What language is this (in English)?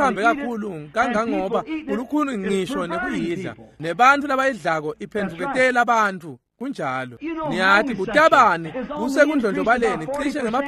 Swati